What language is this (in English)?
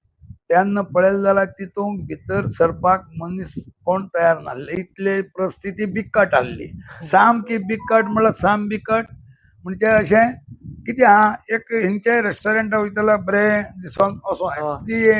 Konkani